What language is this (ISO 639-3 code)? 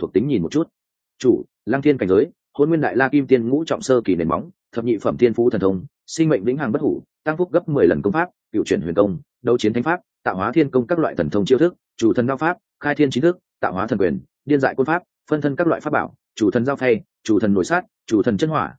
vie